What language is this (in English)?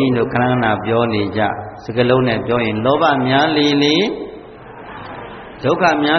Burmese